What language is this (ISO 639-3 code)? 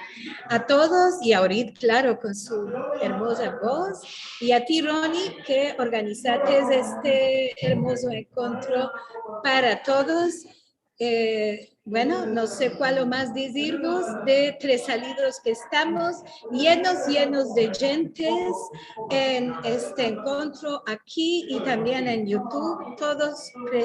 lad